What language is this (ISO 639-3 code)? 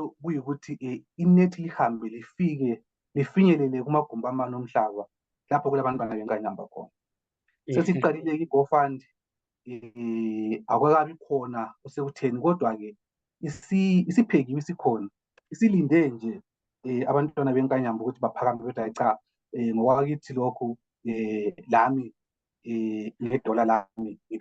zul